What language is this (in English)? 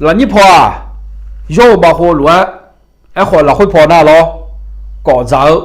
Akha